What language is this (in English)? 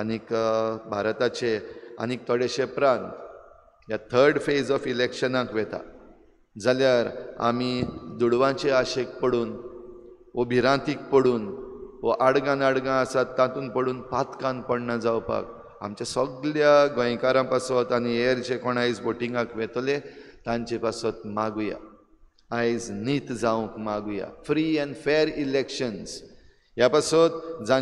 Konkani